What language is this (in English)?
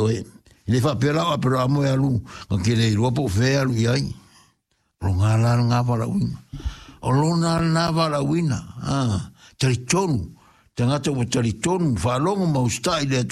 Samoan